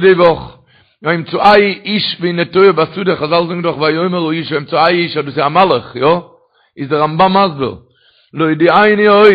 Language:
Yiddish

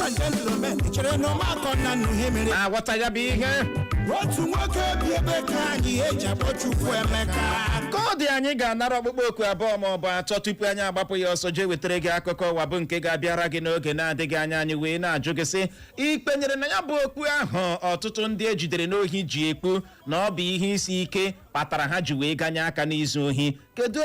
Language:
Igbo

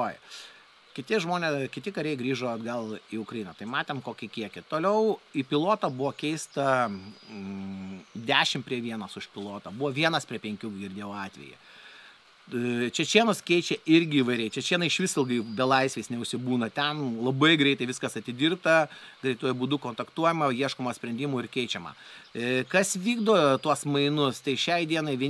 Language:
Lithuanian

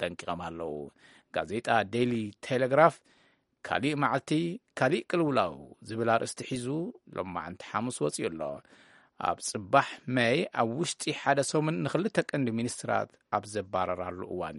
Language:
Tigrinya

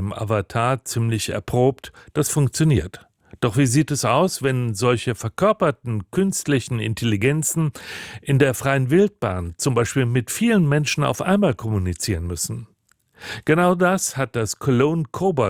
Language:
German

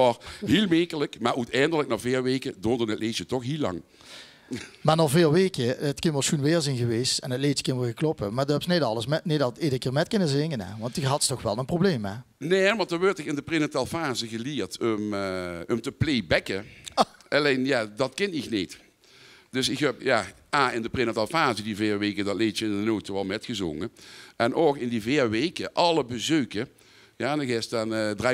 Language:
Limburgish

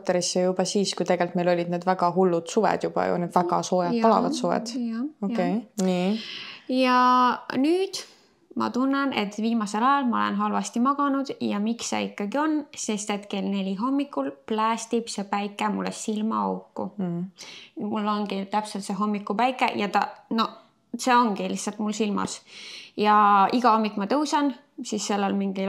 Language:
Estonian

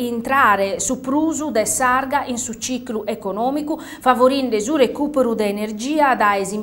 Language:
Sardinian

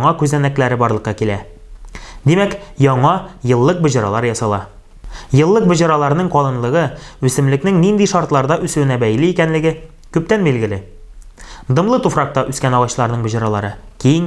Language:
Tatar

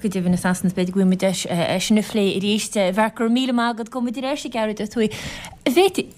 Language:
Irish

